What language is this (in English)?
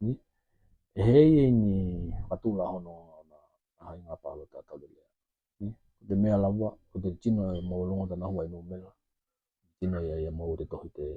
Tokelau